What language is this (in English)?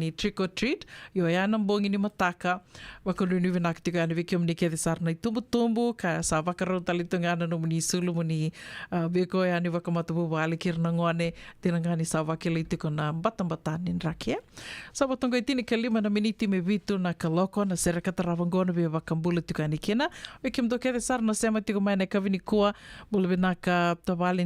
Fijian